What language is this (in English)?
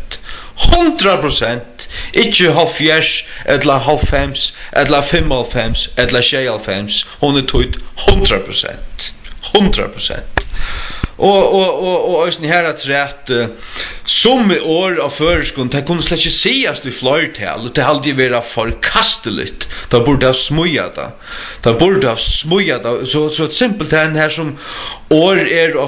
Faroese